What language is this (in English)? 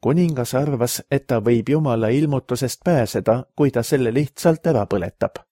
Estonian